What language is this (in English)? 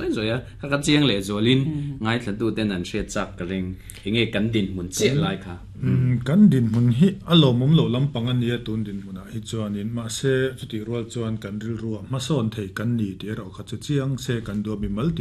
Mizo